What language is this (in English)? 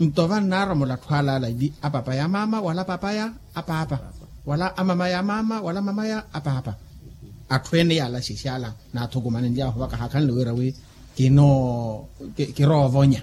Makhuwa